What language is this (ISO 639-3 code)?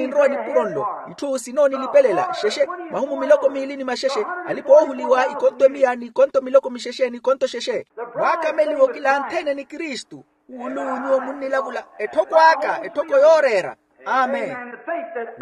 vmw